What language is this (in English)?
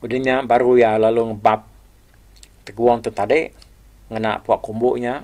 Iban